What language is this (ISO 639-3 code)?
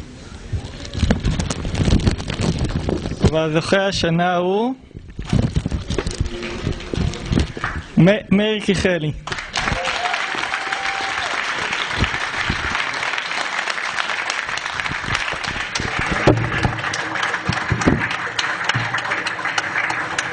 heb